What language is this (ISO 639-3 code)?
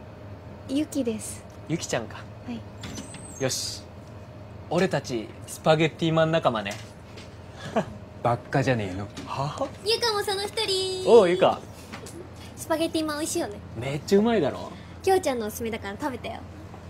jpn